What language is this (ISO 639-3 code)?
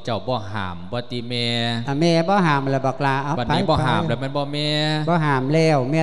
lao